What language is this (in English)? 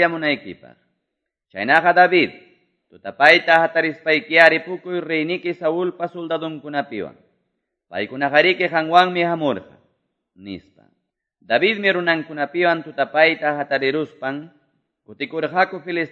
Quechua